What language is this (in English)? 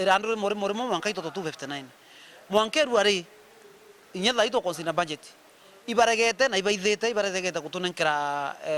Meru